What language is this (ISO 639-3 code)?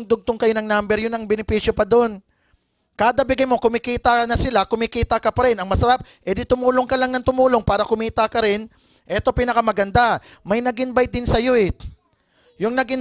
fil